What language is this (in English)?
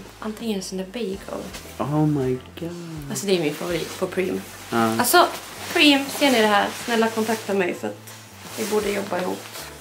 Swedish